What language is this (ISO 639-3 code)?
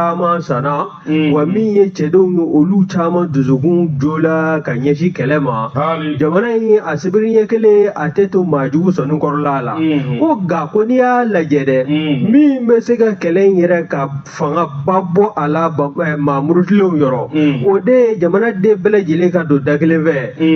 bam